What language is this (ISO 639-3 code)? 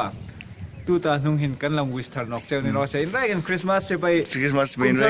hmr